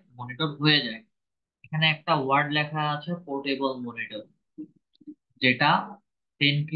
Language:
Bangla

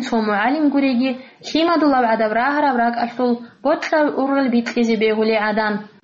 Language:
Avaric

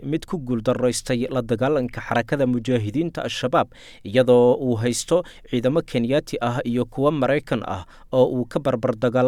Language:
Somali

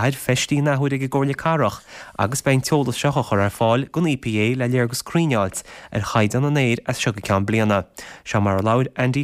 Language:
Irish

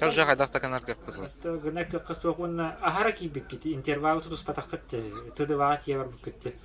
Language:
Yakut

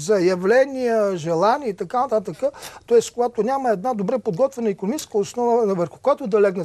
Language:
Bulgarian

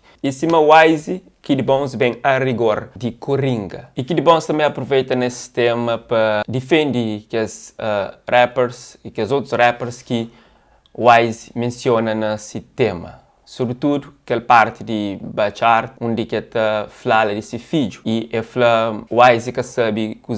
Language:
Kabuverdianu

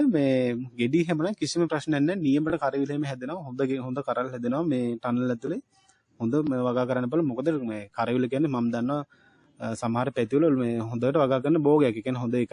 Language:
Sinhala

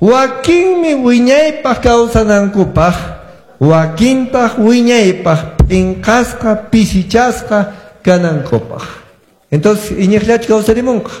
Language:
Quechua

